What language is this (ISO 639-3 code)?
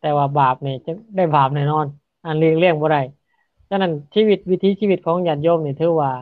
lao